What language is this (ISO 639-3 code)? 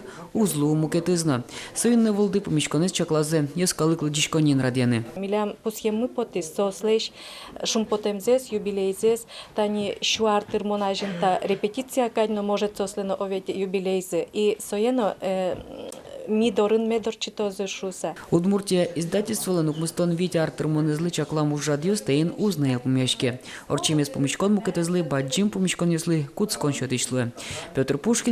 udm